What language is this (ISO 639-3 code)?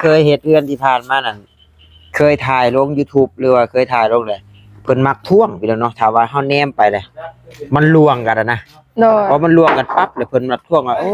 tts